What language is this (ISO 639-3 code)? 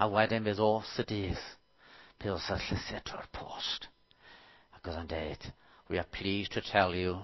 cym